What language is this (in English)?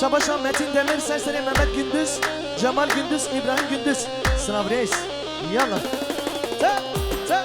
Kurdish